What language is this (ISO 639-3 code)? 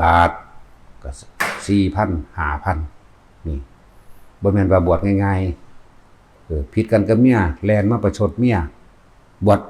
lao